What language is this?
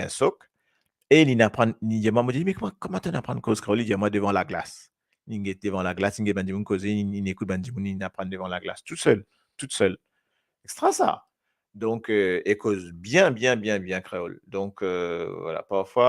Morisyen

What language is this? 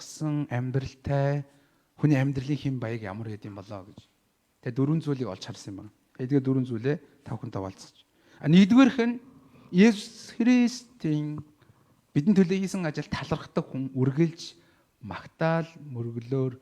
Mongolian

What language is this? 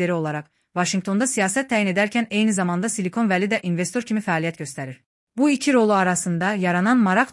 Azerbaijani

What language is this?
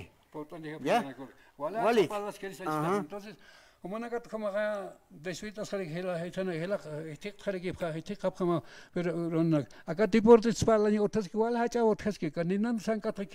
Aymara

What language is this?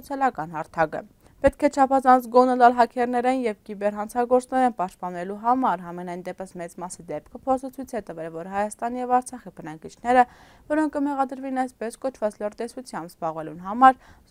Western Armenian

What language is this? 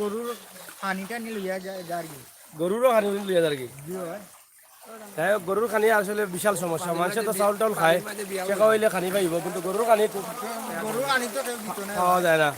Sylheti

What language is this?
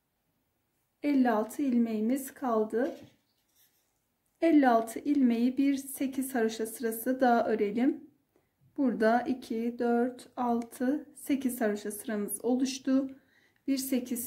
Turkish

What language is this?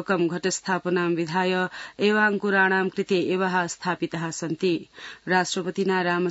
Sanskrit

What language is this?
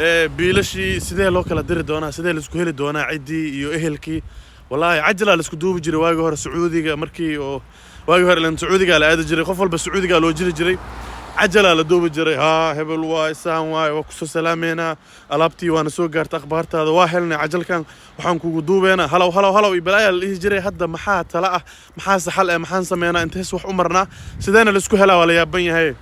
Somali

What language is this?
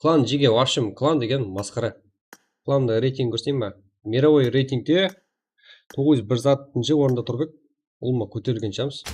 Kara-Kalpak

